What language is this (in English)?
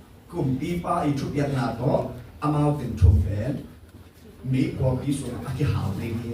Tedim Chin